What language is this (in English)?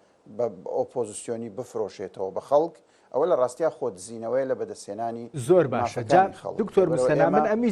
Central Kurdish